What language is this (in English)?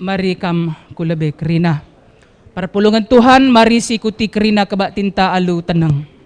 Batak Karo